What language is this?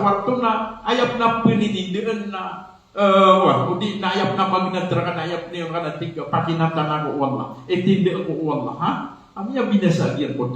Maranao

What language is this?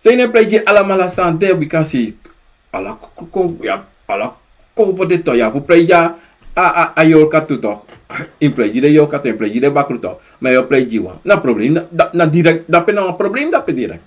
Sranan Tongo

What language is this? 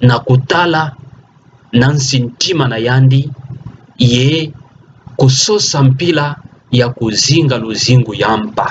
Kituba (Democratic Republic of Congo)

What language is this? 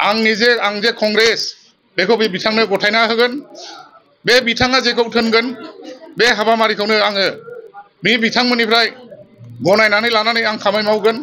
Bodo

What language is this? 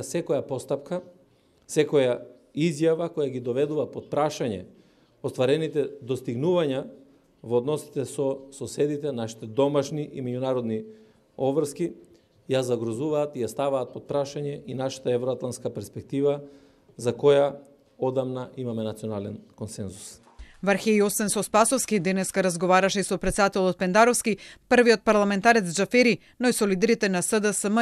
Macedonian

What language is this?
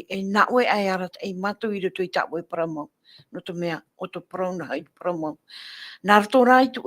Tahitian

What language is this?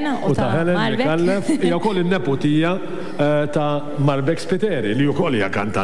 Maltese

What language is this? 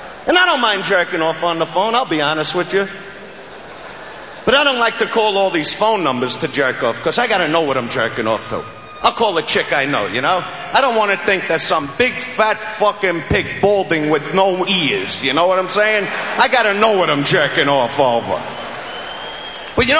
English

